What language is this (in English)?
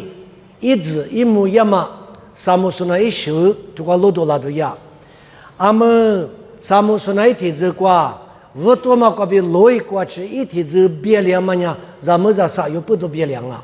Lisu